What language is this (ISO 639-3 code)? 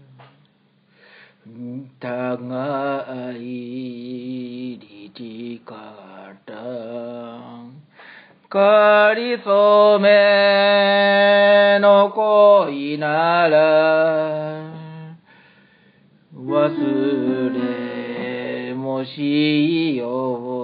jpn